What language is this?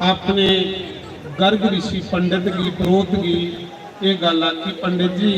Dogri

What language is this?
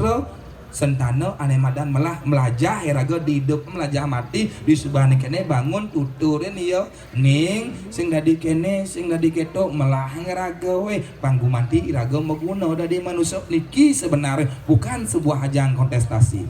Balinese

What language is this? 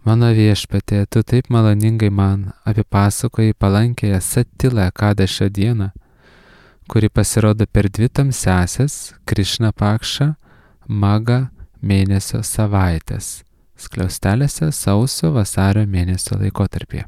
Lithuanian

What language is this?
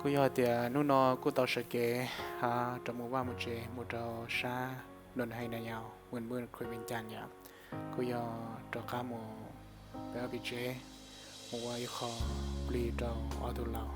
Hmong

